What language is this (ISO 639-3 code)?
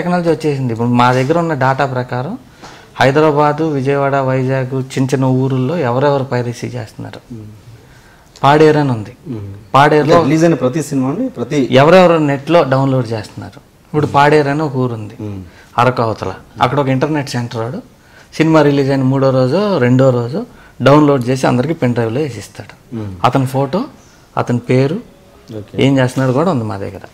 tel